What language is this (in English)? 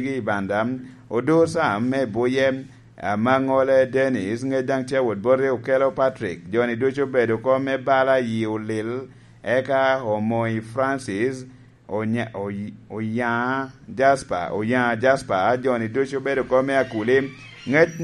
Lango (Uganda)